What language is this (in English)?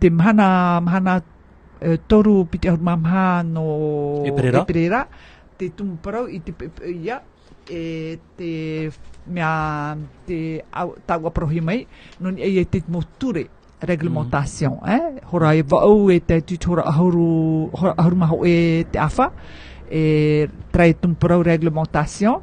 Tahitian